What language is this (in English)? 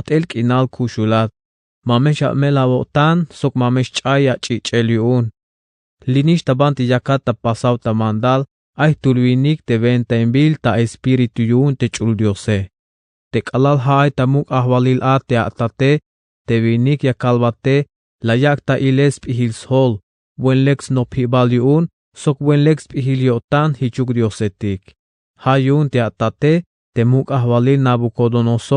Tzeltal